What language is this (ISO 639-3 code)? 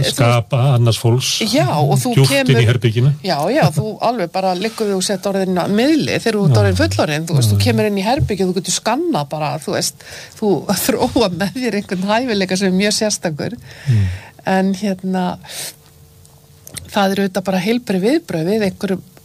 isl